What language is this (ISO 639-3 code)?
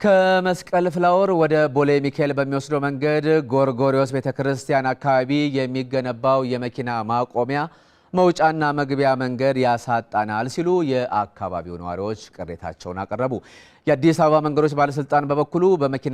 amh